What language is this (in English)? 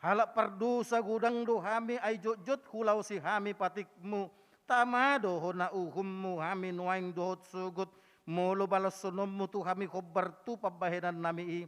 Batak Toba